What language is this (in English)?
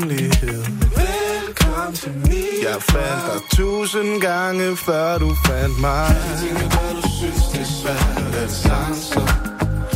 Danish